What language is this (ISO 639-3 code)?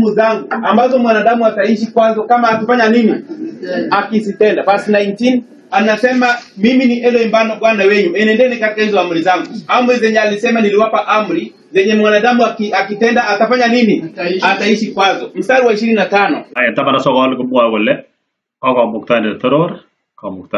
kln